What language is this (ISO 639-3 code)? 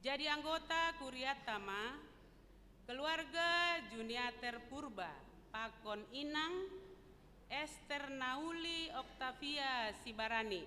bts